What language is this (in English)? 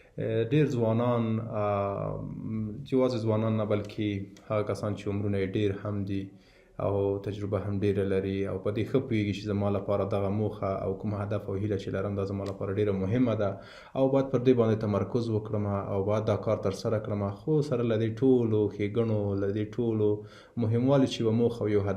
Pashto